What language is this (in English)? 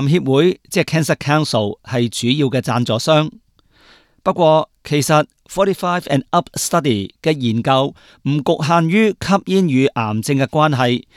Cantonese